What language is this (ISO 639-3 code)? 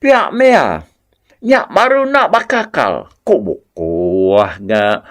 iba